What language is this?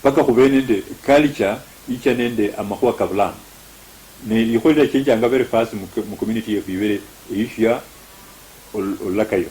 Luyia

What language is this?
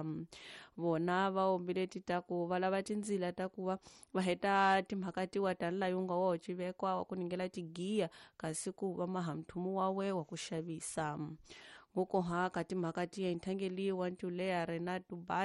Tsonga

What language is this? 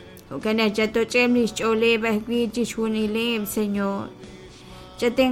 Kekchí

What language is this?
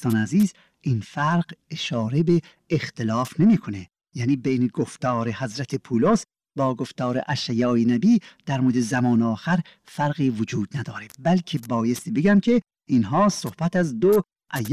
Persian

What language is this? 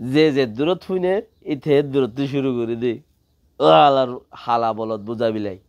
Rohingya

